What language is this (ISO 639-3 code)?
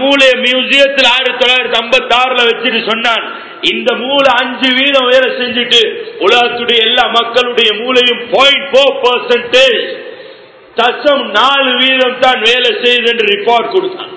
tam